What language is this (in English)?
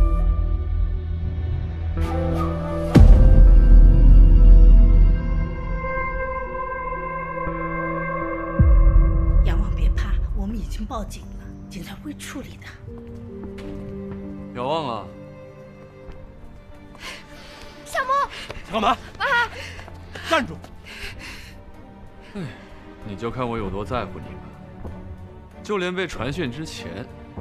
Chinese